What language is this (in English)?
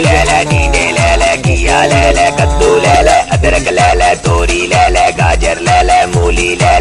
Santali